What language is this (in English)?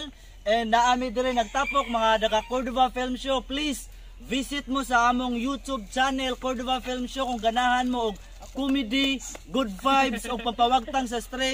Cebuano